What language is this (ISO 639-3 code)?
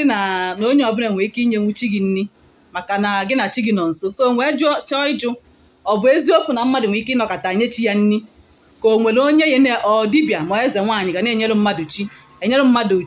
ibo